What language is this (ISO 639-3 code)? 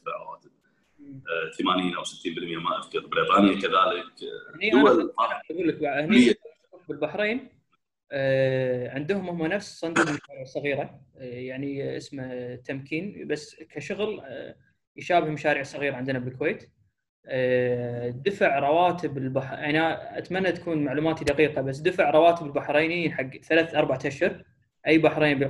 afb